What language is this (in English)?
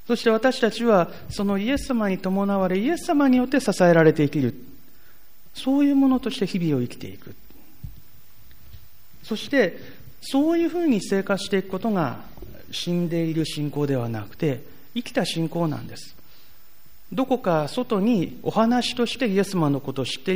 Japanese